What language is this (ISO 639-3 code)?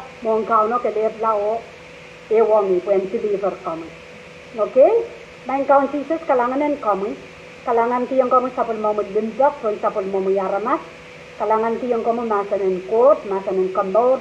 pon